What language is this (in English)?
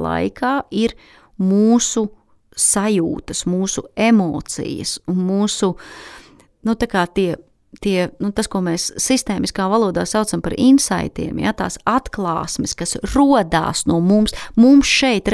Latvian